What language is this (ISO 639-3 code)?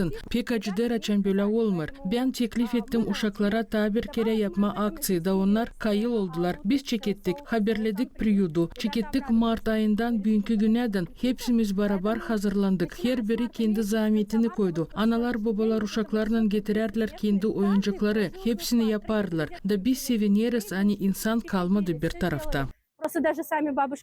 gag